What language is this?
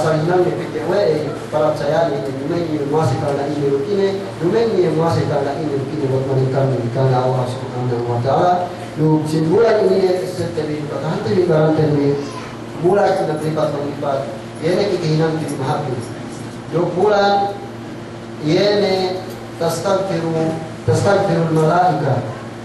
Yakan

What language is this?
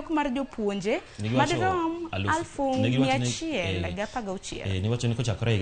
Luo (Kenya and Tanzania)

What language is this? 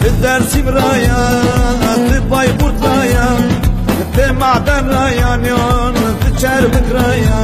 Zaza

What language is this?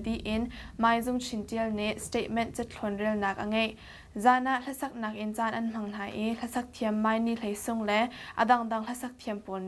Hakha Chin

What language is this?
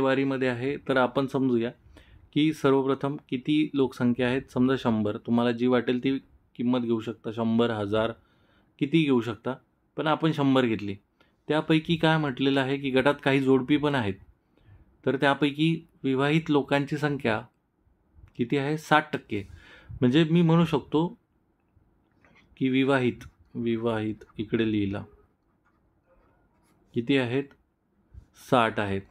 Marathi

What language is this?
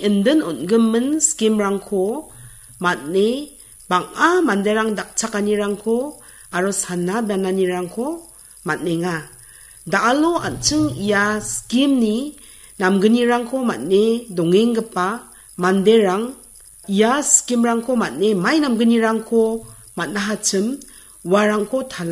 Garo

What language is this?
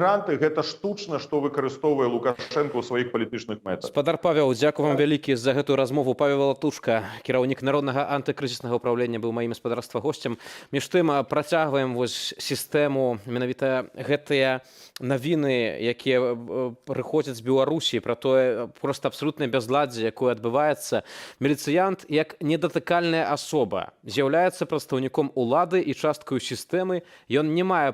Belarusian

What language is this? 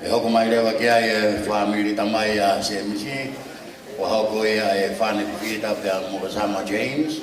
Tongan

